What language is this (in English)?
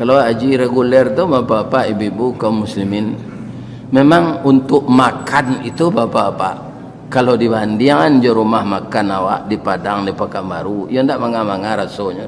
Minangkabau